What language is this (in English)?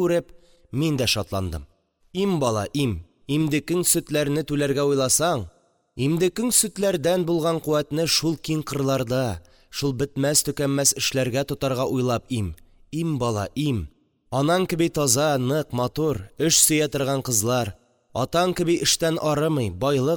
Tatar